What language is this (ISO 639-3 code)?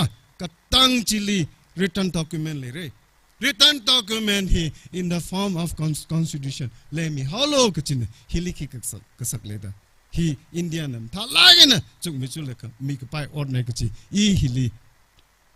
nmf